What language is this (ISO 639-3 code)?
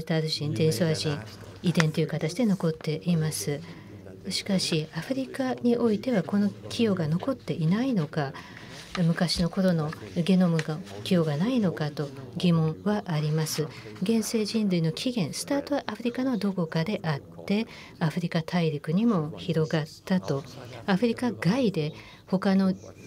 jpn